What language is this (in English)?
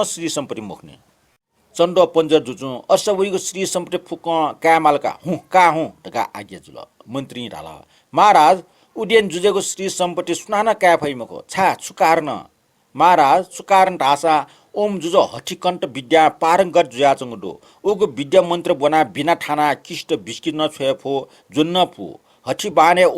Newari